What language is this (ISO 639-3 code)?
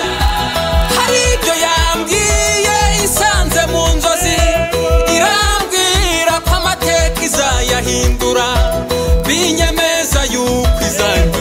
kin